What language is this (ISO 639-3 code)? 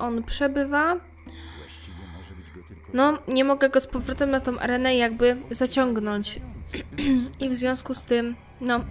pol